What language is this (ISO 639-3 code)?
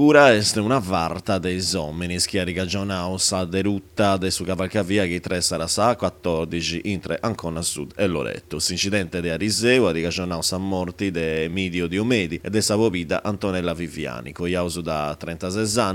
srd